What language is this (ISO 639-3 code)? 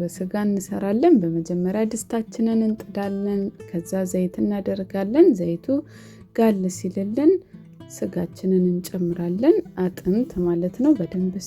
amh